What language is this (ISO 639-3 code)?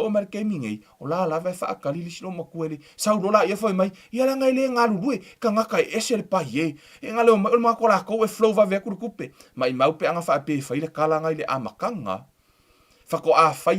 smo